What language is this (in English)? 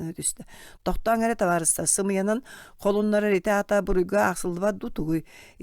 Yakut